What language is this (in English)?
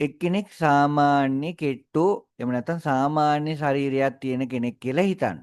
Sinhala